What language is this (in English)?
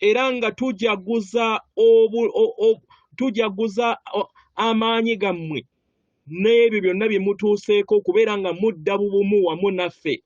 Ganda